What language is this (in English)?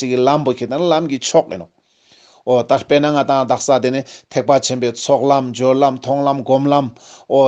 Ladakhi